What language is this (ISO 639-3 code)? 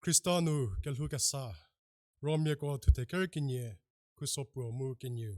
njm